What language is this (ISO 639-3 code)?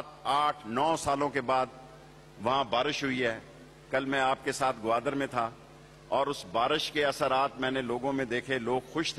urd